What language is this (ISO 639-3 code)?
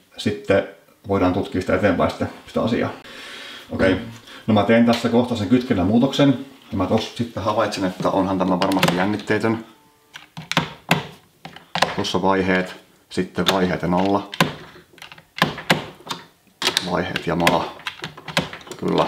fin